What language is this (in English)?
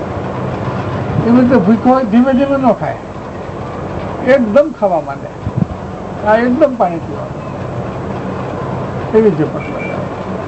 Gujarati